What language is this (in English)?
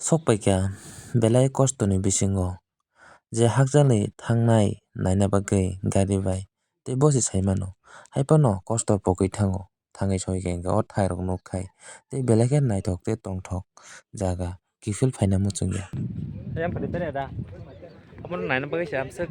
Kok Borok